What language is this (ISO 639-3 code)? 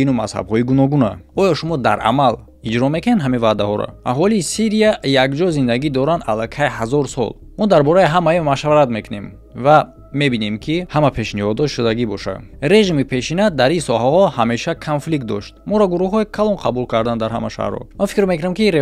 tgk